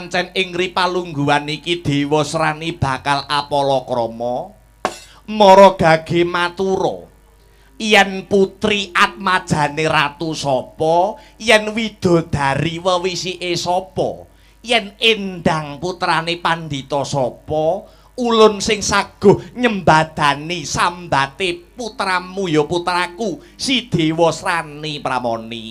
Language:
Javanese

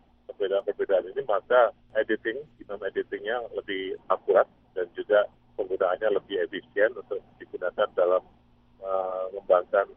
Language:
Indonesian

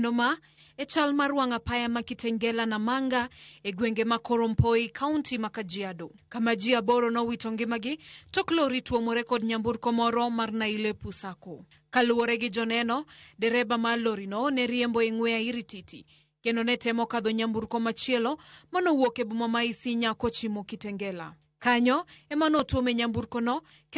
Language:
Luo (Kenya and Tanzania)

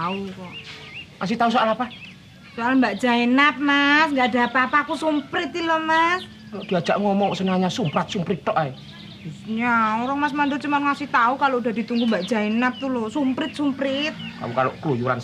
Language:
Betawi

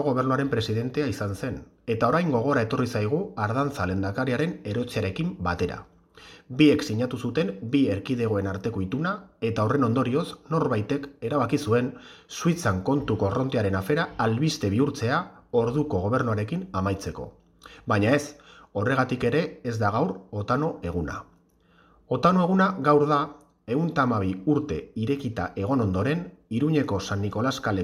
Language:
Basque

